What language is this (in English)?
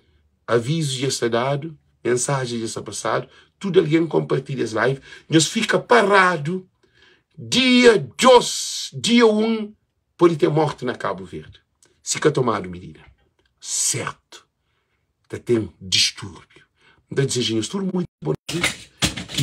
Kabuverdianu